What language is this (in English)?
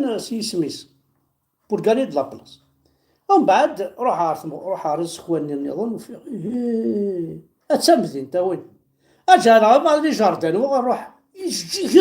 Kabyle